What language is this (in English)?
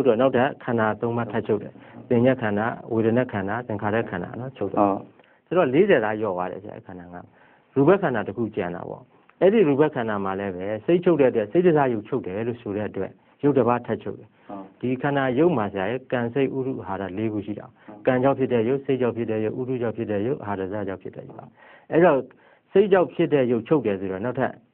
Burmese